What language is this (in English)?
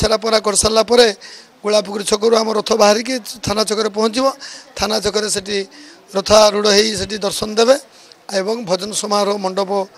Odia